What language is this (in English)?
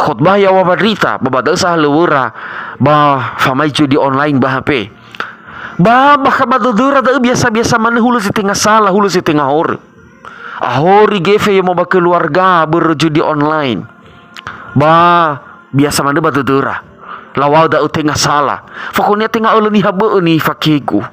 Nias